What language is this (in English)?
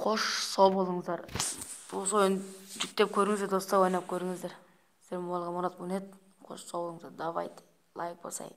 Kazakh